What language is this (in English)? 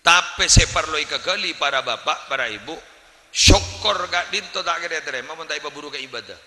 Madurese